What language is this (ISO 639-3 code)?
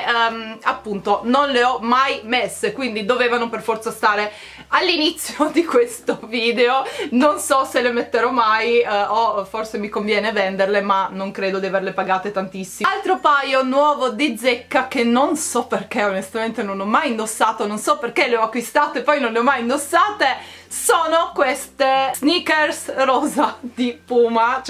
ita